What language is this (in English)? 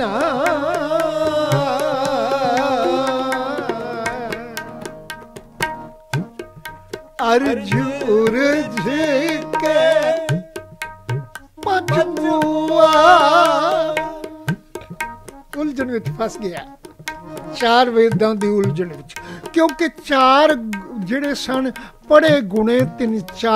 Punjabi